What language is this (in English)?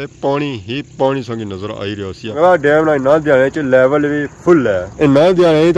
Pahari-Potwari